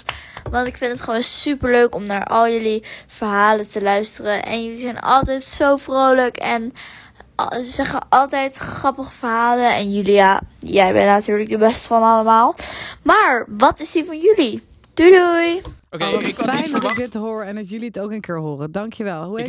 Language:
Dutch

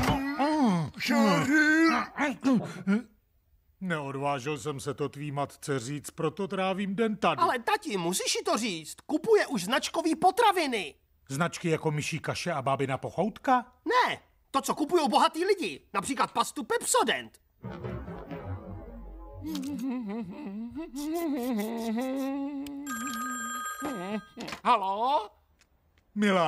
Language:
Czech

